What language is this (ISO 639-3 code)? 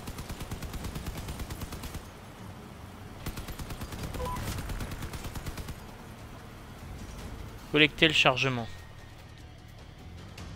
fra